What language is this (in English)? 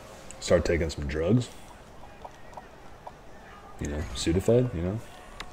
English